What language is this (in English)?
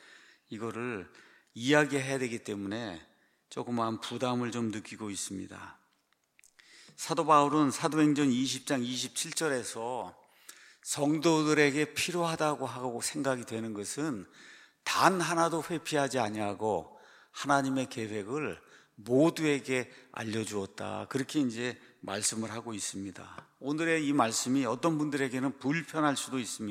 Korean